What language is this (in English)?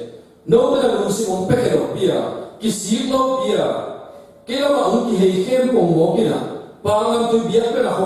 Tedim Chin